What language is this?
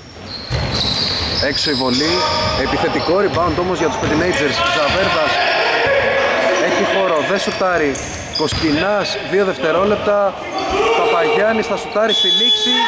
Greek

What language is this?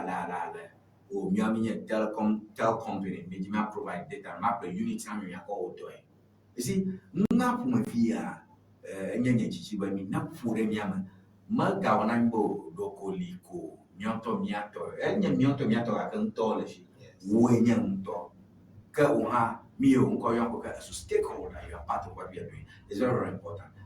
Ewe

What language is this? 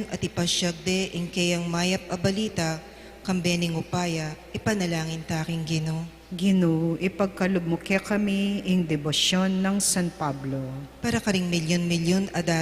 Pampanga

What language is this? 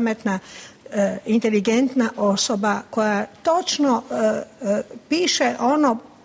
Croatian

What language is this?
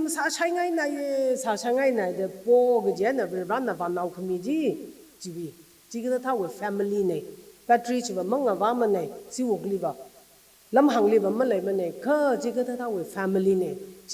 Tangkhul Naga (India)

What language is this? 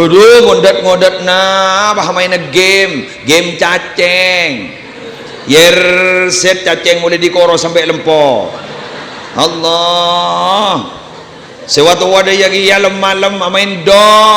Madurese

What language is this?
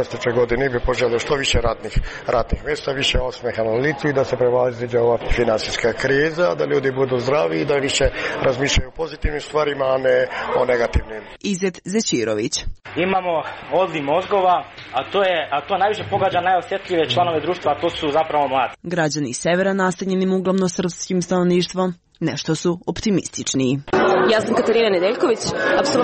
Serbian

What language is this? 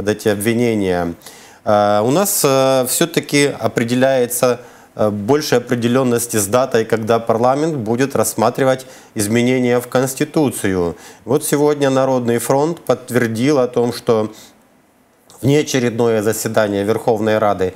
Russian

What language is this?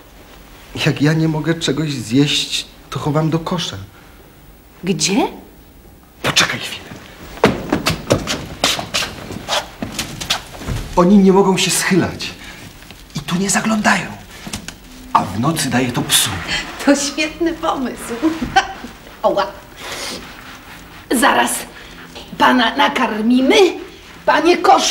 Polish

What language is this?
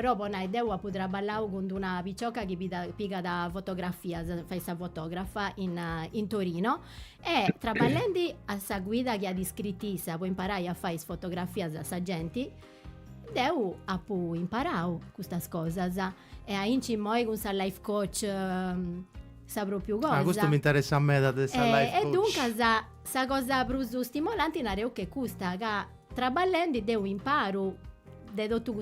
Sardinian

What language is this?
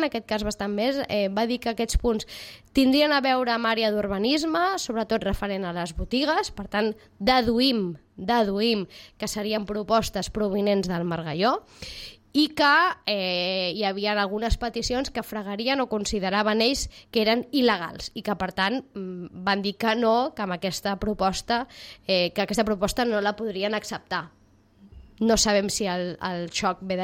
Catalan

